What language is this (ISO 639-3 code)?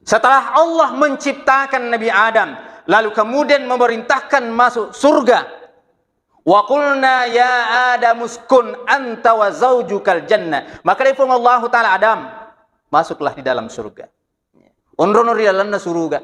bug